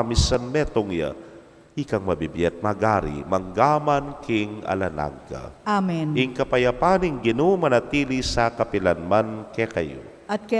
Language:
Pampanga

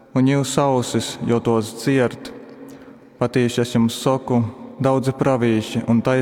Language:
Latgalian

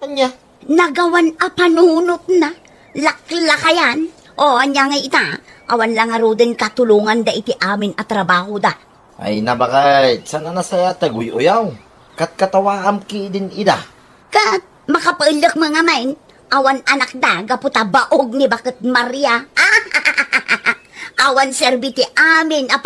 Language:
Iloko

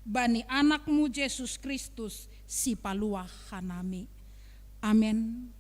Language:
Batak Simalungun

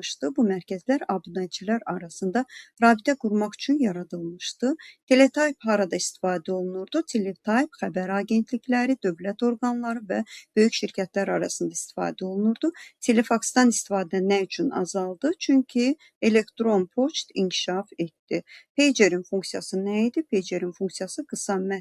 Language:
Azerbaijani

